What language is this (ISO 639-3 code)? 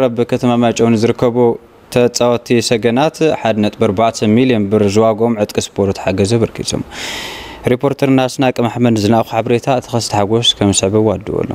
tir